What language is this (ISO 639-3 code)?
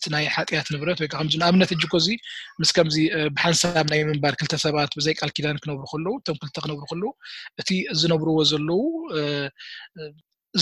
tir